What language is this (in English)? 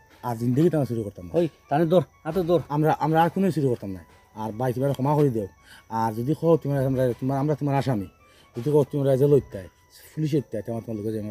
Sylheti